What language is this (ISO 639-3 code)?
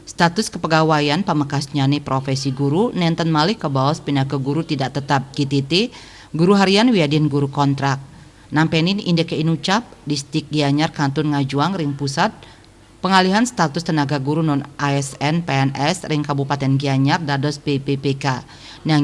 ban